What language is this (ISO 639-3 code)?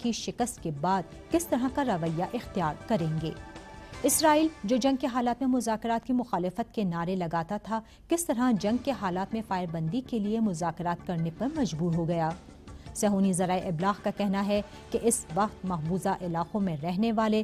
urd